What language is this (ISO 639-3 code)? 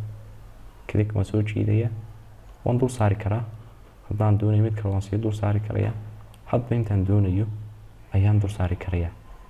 som